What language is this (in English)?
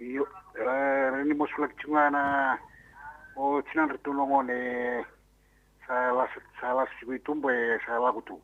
Fijian